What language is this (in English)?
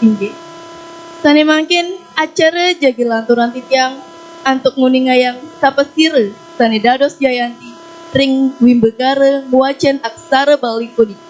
Balinese